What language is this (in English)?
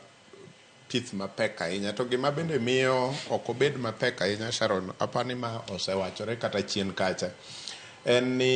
Luo (Kenya and Tanzania)